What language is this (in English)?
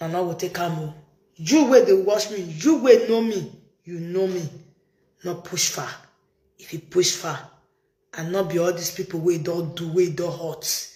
Nigerian Pidgin